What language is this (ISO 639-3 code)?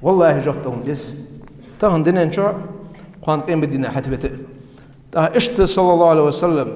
inh